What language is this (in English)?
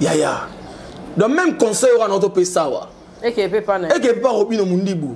Lingala